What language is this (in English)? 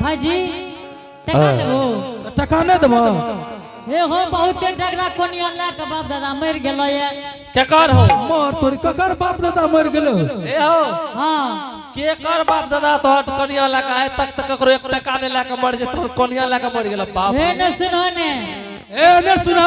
Angika